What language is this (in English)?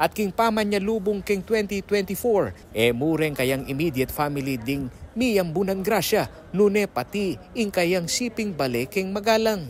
Pampanga